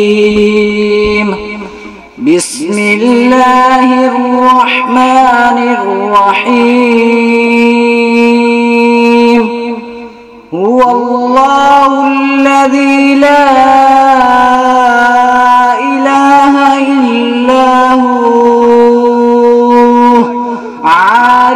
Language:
Urdu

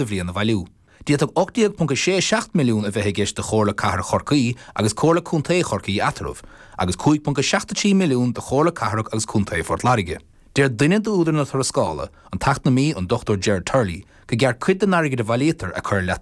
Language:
Irish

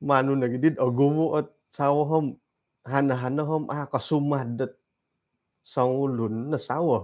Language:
Central Dusun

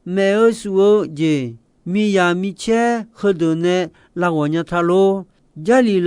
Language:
Akha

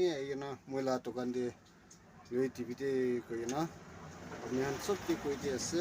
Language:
Naga Pidgin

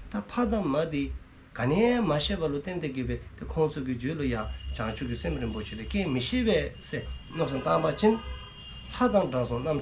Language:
Dzongkha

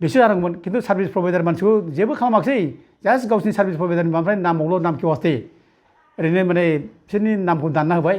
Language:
Bodo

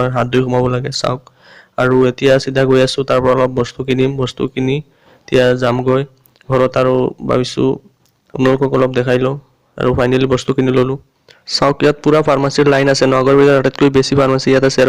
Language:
Assamese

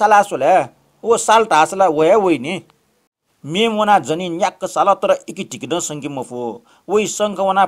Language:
Newari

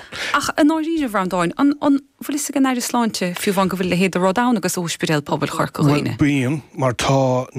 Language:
Irish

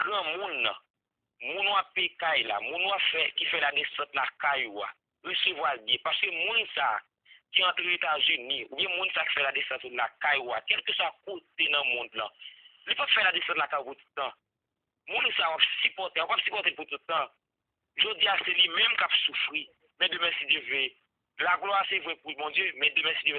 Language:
Haitian Creole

